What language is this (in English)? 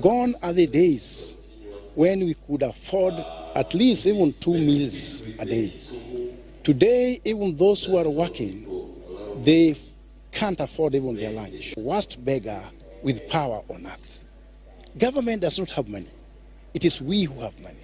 Gusii